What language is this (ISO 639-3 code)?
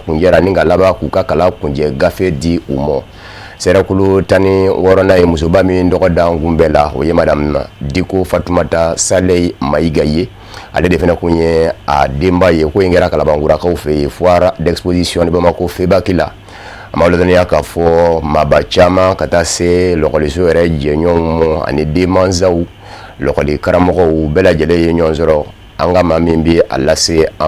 bam